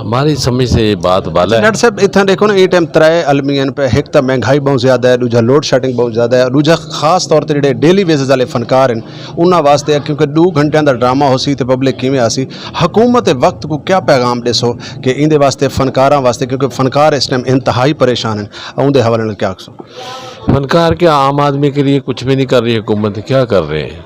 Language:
Western Panjabi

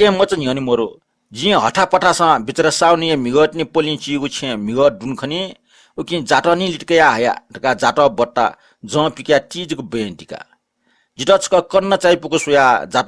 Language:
Newari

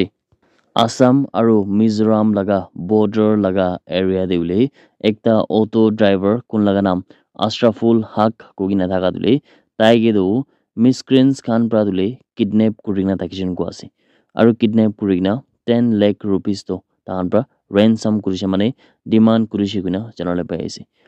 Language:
Naga Pidgin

